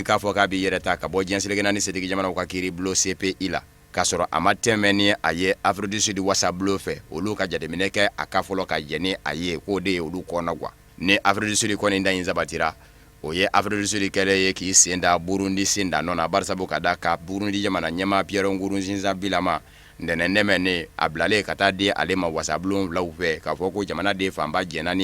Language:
Bambara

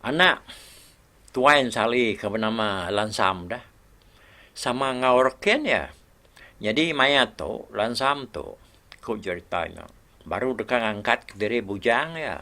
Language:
Iban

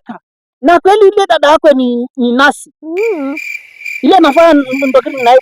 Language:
Swahili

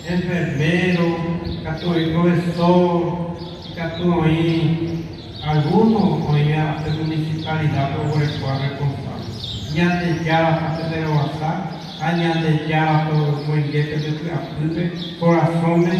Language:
Guarani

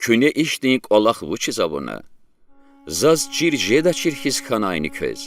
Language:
Lezghian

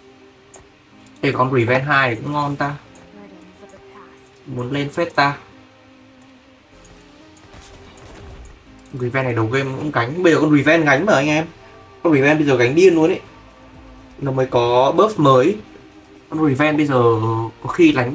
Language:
Vietnamese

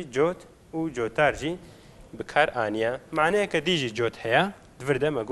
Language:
Kurdish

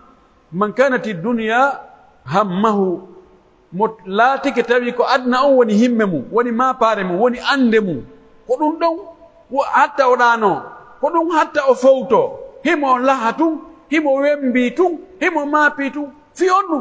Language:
Pular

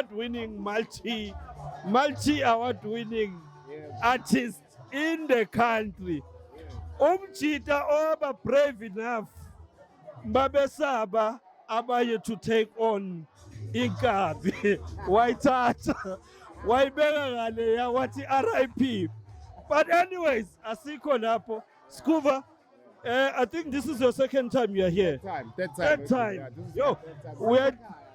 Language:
Zulu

